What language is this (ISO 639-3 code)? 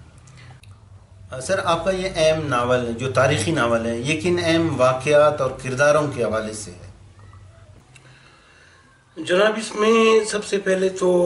urd